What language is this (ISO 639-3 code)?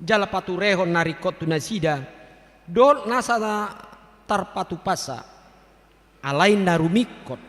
bbc